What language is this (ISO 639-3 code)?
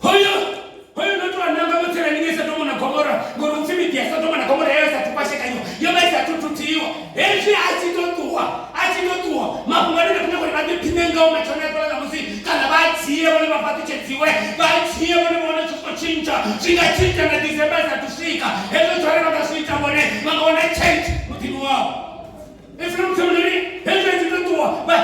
ven